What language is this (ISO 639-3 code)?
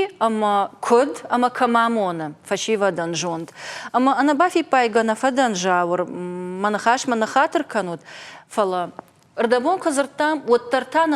oss